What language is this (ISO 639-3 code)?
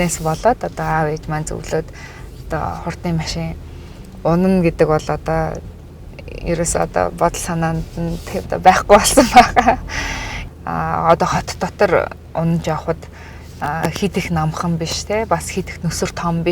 mon